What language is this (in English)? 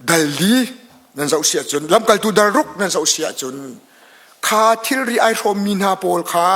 Hakha Chin